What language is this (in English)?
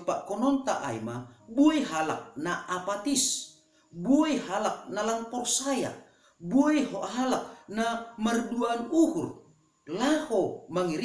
Batak Simalungun